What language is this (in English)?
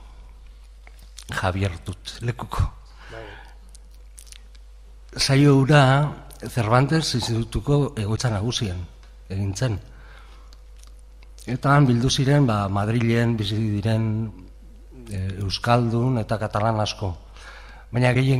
Basque